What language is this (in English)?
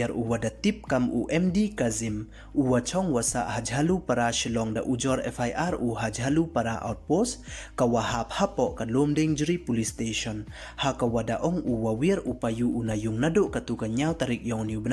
Pnar